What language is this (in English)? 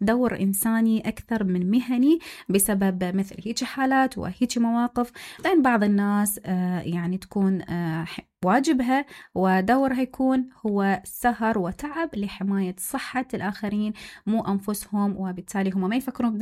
Mesopotamian Arabic